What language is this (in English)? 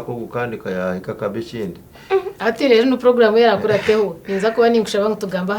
Nyankole